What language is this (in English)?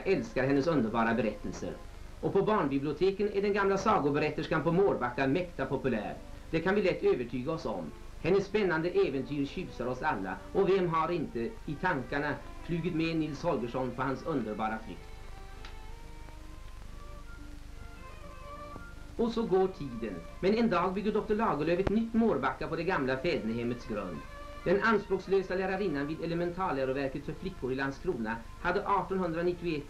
Swedish